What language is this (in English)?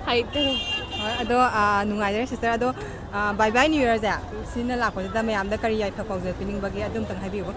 Manipuri